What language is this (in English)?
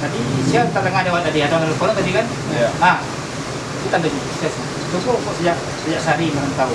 Minangkabau